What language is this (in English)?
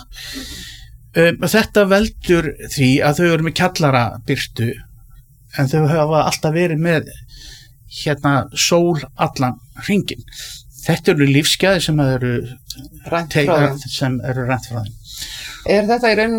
Icelandic